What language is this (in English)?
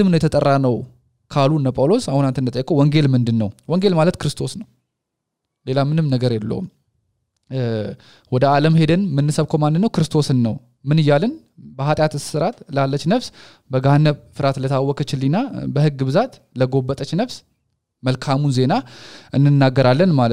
Amharic